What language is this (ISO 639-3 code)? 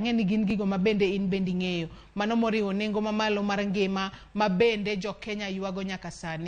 luo